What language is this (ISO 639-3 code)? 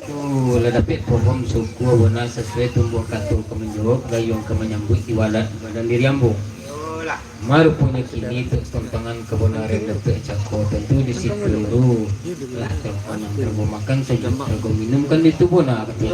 min